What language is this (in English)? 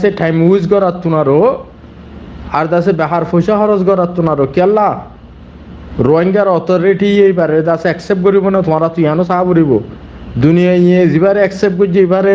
Rohingya